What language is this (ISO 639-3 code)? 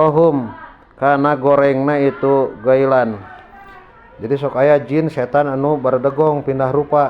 sun